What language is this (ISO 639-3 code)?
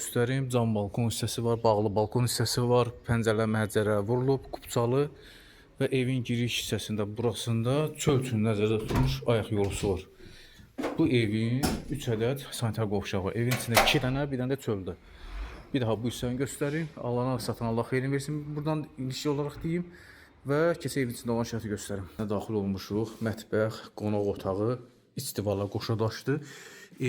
aze